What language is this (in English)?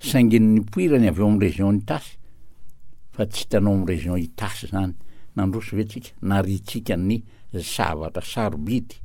Malagasy